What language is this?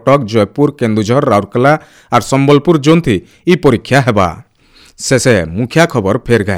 Odia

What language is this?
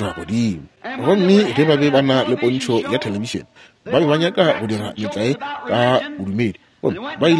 Northern Sotho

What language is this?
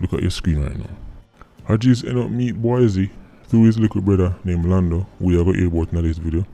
Jamaican Creole English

